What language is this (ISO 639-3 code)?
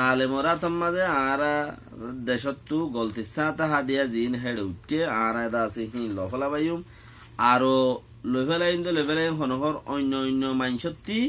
rhg